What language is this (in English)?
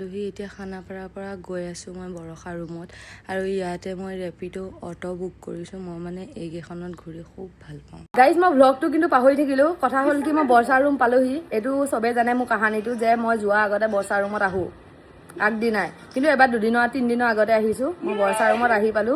Assamese